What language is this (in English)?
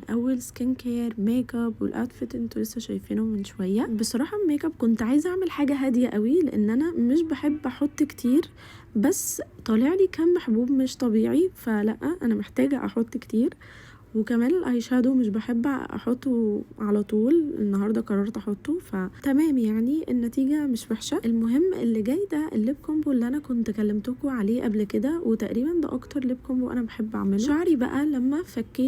Egyptian Arabic